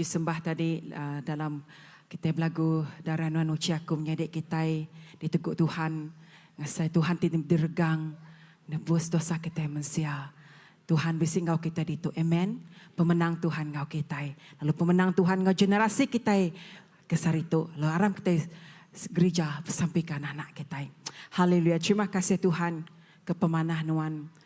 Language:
Iban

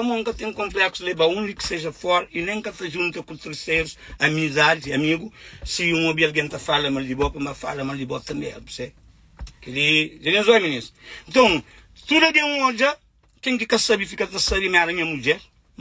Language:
Kabuverdianu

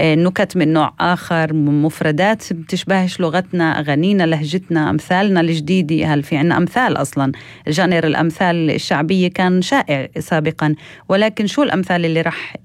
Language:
North Levantine Arabic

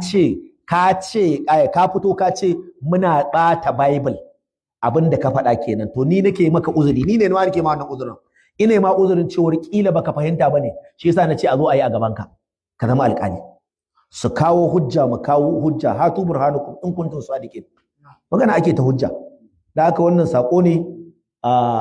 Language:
Hausa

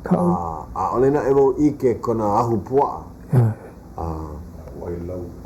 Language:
Hawaiian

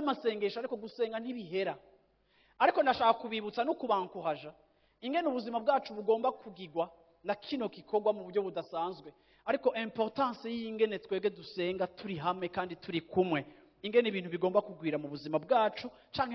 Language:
Rundi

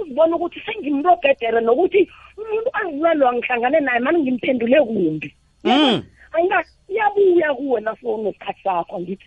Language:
South Ndebele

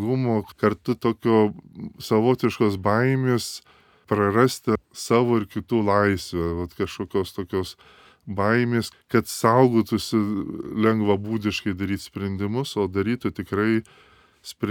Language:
Lithuanian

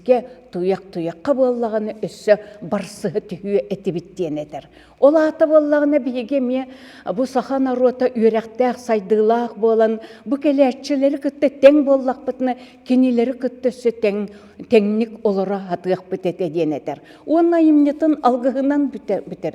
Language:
Yakut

